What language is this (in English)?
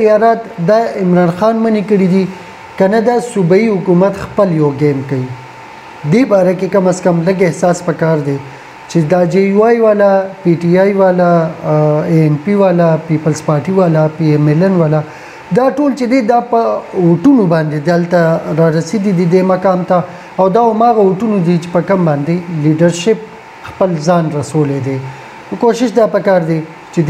Pashto